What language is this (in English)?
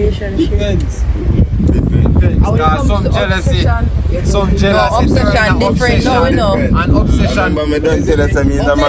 Jamaican Creole English